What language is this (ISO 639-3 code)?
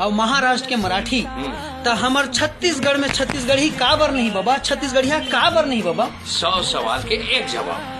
hne